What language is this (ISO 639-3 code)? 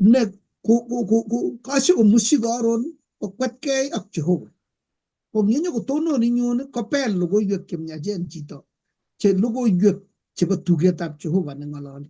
kln